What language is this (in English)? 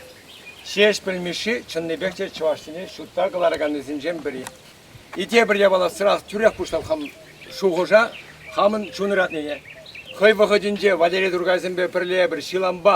Chuvash